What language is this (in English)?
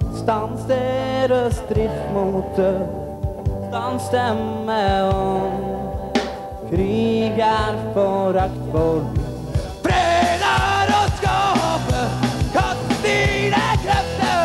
Norwegian